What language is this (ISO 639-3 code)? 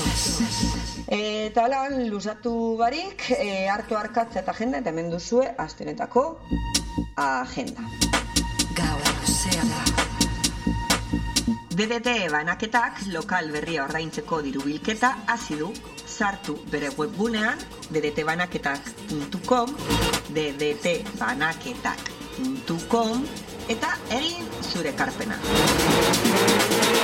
eus